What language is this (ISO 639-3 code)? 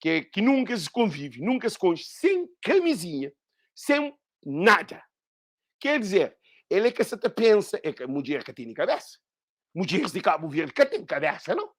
kea